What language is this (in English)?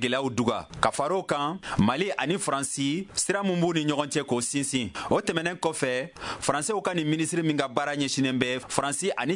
Bambara